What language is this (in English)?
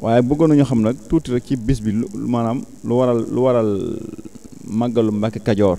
Wolof